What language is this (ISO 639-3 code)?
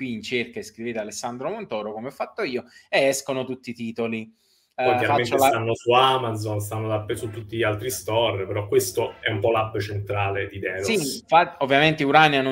ita